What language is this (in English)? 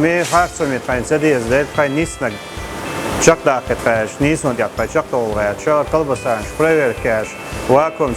Chechen